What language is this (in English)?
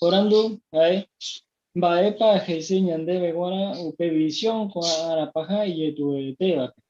Guarani